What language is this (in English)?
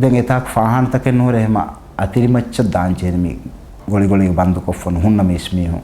Divehi